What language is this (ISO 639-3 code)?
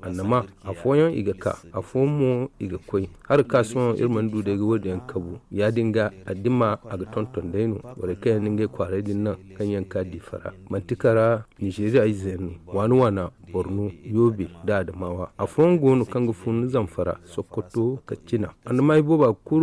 dje